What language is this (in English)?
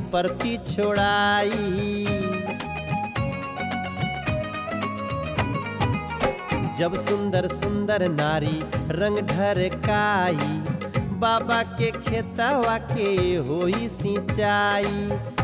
Bhojpuri